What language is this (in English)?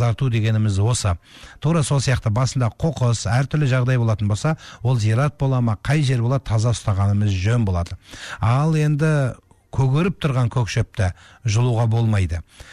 Kazakh